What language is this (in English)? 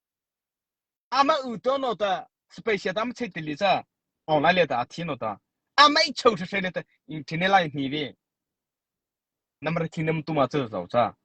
Mara Chin